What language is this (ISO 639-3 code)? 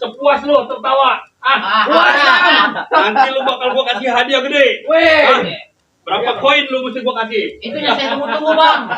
bew